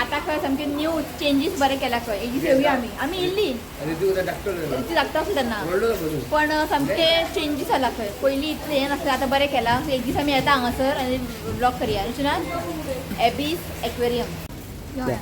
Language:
Konkani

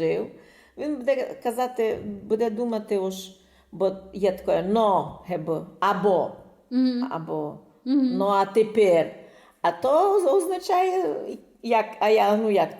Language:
Rusyn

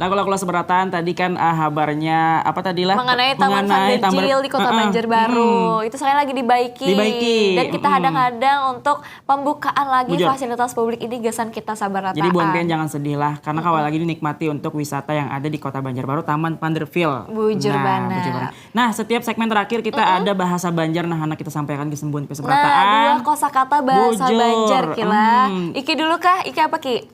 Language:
Banjar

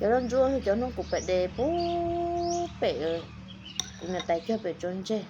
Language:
Hmong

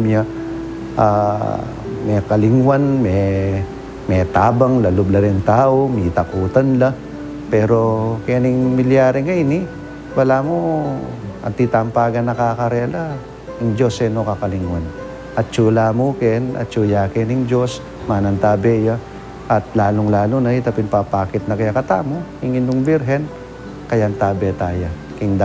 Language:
Pampanga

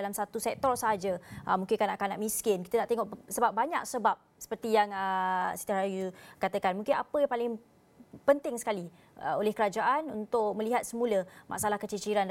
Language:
Malay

